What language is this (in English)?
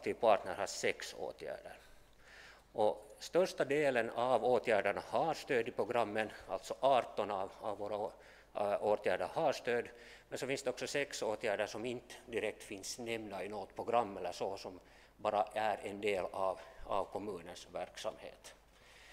Swedish